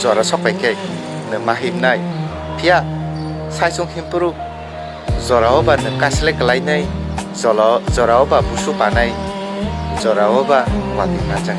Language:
Kok Borok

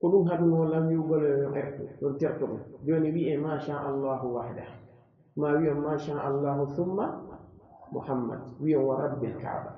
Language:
Pular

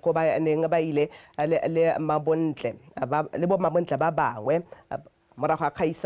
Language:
Tswana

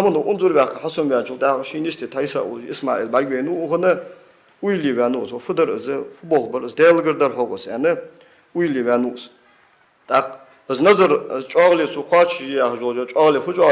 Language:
Ingush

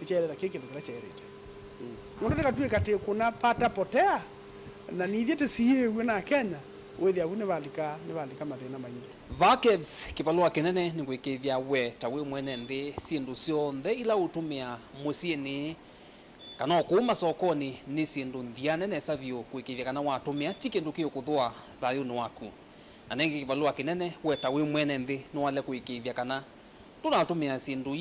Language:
Kamba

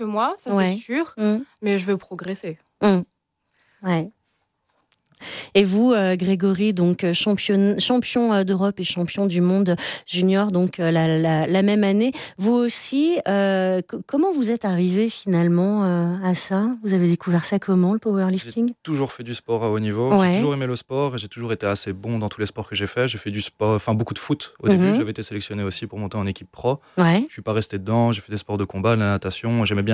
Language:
French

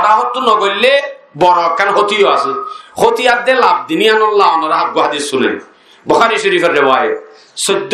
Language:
Rohingya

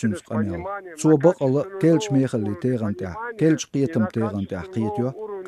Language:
Chechen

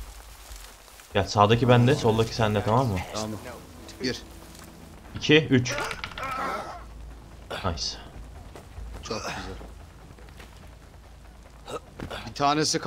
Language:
Turkish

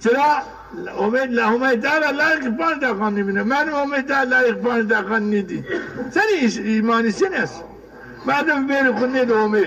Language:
Zaza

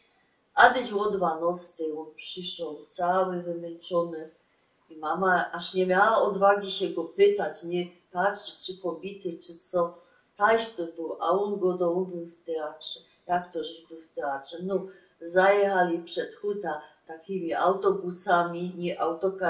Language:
Silesian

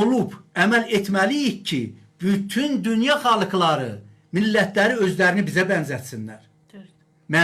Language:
Azerbaijani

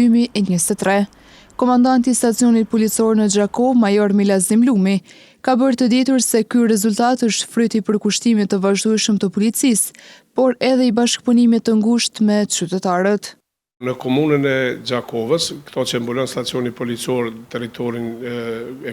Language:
Albanian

